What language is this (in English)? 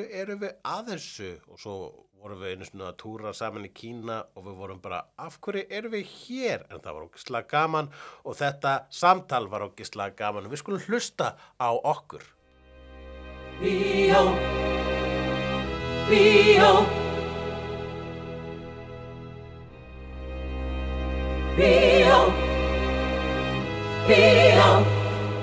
Icelandic